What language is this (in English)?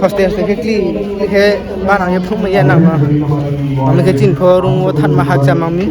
Riang (India)